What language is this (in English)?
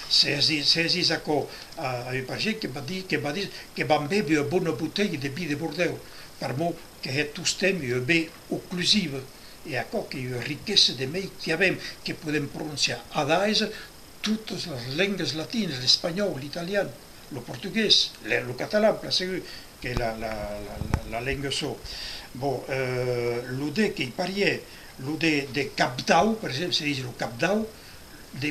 Occitan